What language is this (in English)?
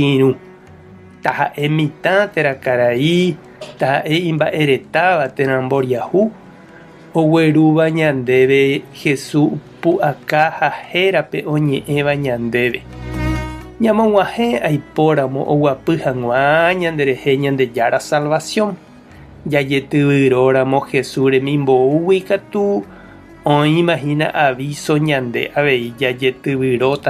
Guarani